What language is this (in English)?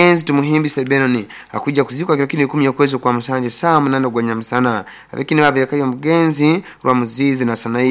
Nyoro